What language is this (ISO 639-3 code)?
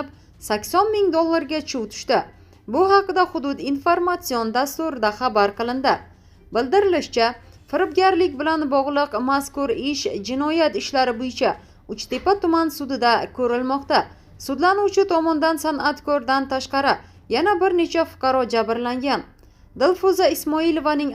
uzb